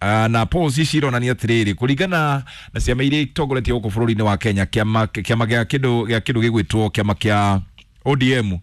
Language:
Kikuyu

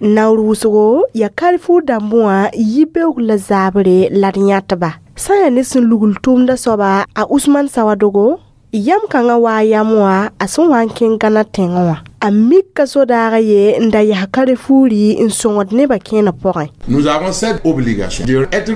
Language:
Mossi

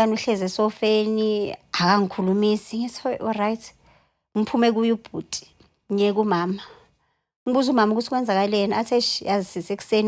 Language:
Zulu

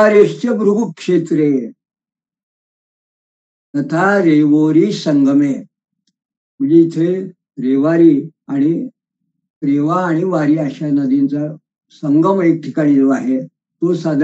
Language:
Marathi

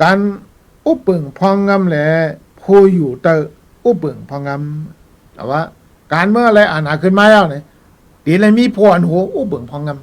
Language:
Shan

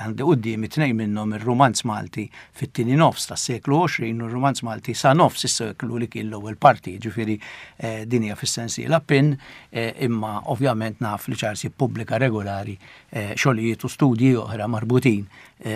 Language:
Maltese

